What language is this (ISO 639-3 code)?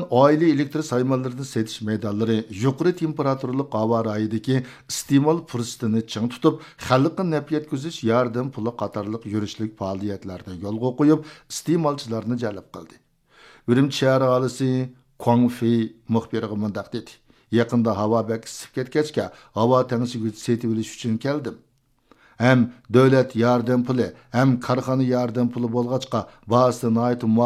uig